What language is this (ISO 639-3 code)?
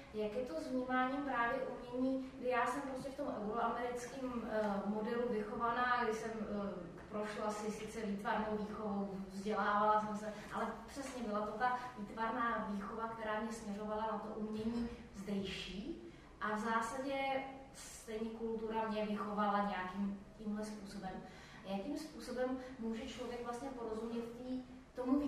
ces